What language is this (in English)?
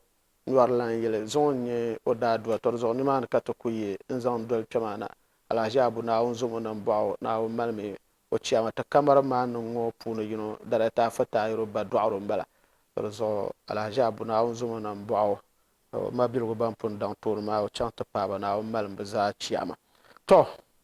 Dagbani